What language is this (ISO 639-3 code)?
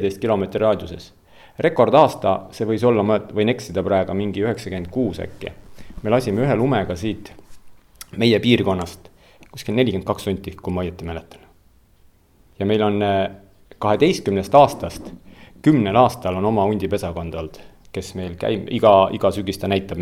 est